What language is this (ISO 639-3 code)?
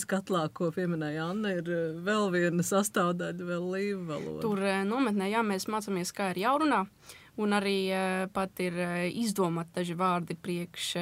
lav